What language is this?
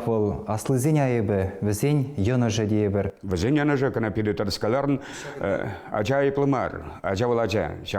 Chuvash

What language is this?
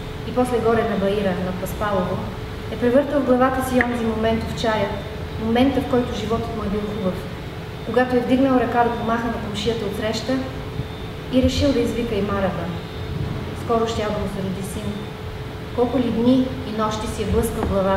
Bulgarian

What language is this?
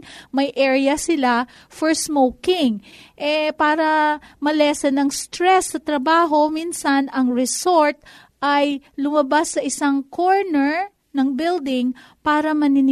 Filipino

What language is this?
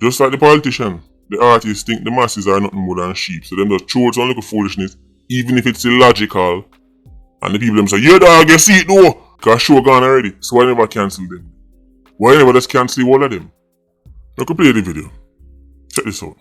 Jamaican Creole English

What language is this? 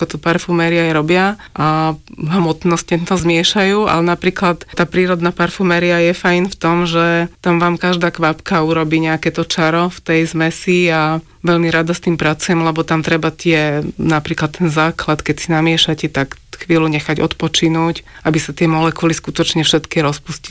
Slovak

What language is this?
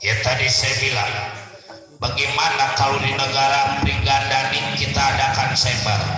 Betawi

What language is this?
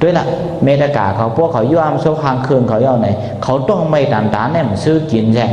Shan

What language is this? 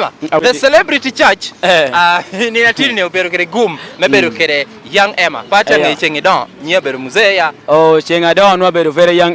Lango (Uganda)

